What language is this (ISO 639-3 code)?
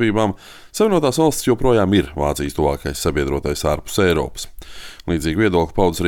lav